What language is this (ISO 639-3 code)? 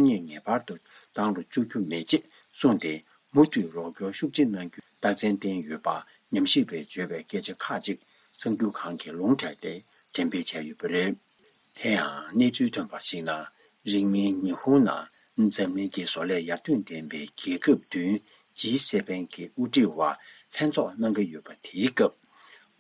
bod